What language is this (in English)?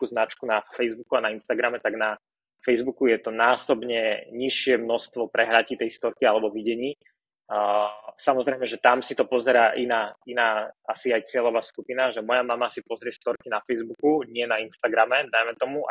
Slovak